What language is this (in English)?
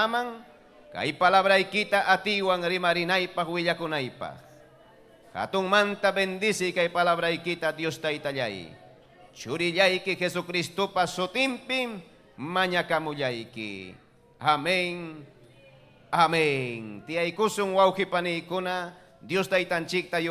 Ayacucho Quechua